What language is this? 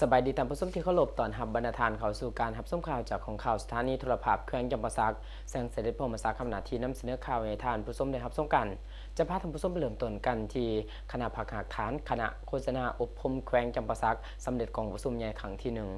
Lao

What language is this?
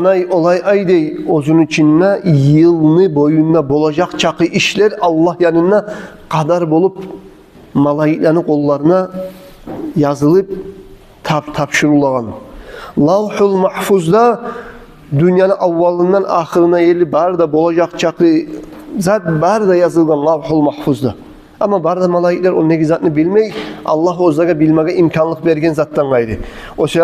Kumyk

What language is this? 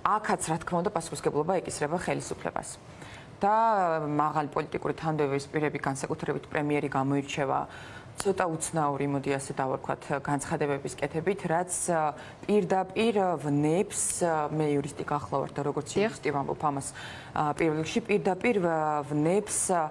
Georgian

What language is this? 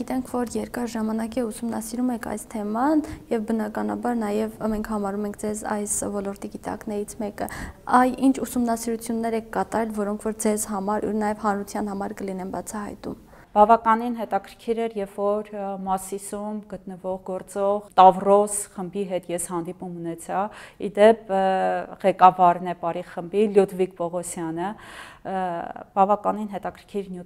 Armenian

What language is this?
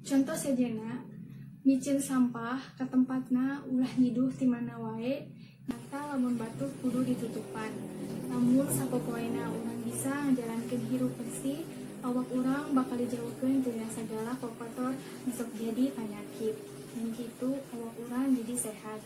Sundanese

